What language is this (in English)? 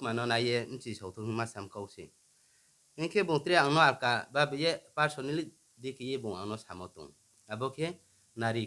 Riang (India)